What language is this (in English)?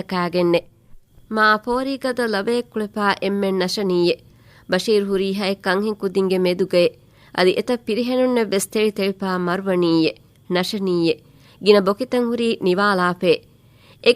Divehi